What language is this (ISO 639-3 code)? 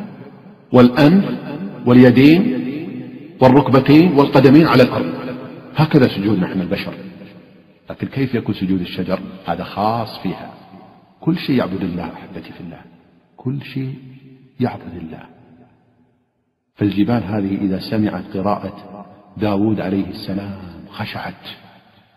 ara